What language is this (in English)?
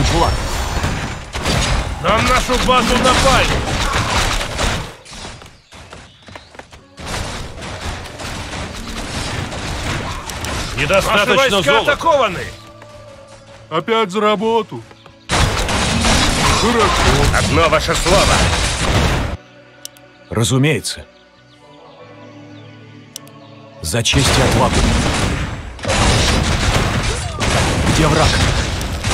Russian